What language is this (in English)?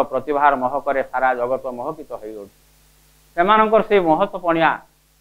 Odia